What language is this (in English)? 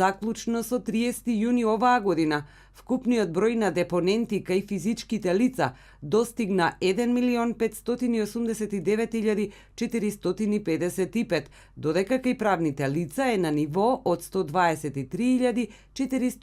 Macedonian